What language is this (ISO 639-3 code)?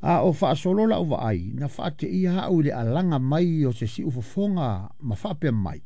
smo